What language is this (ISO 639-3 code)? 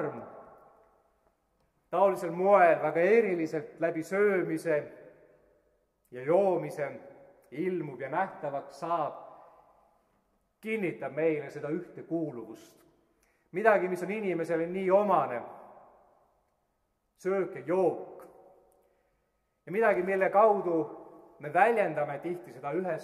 est